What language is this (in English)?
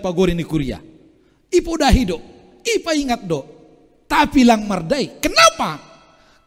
Batak Simalungun